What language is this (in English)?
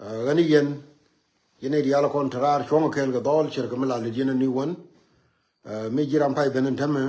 Nuer